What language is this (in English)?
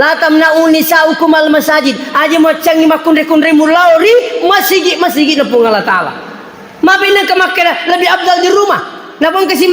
Buginese